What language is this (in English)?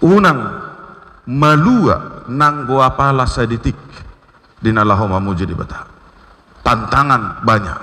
Batak Toba